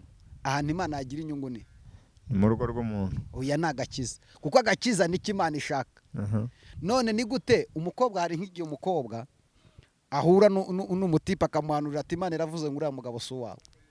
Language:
Kinyarwanda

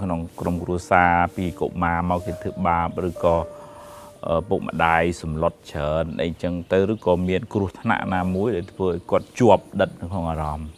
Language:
Khmer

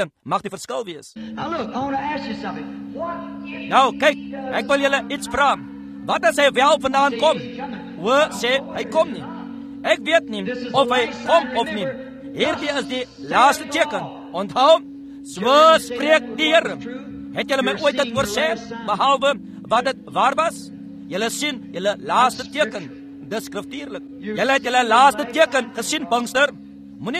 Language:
Afrikaans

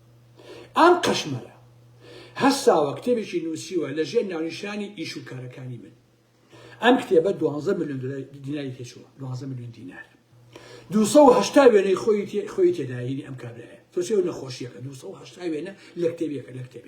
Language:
Central Kurdish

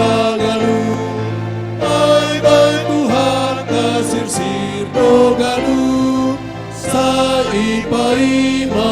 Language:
Batak Simalungun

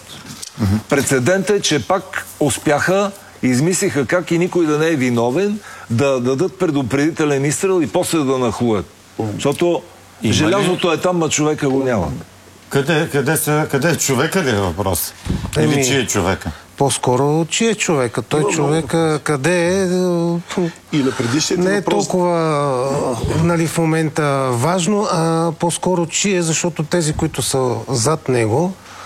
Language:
Bulgarian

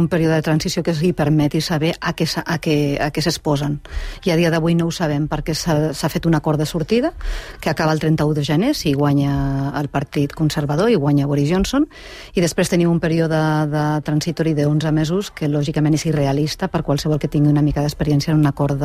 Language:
Catalan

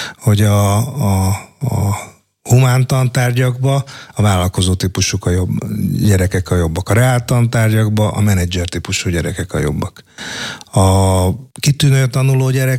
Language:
Hungarian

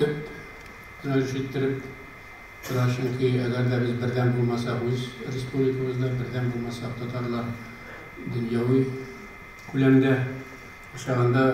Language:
Tatar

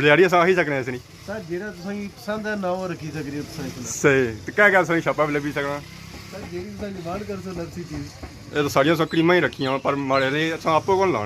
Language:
Pahari-Potwari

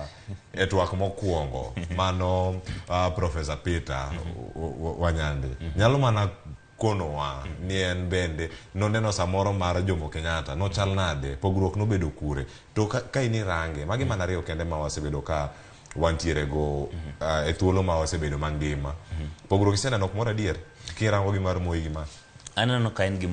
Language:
Luo (Kenya and Tanzania)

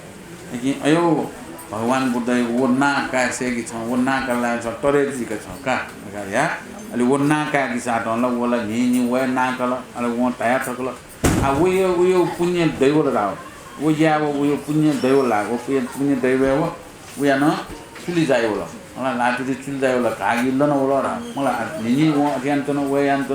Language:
Newari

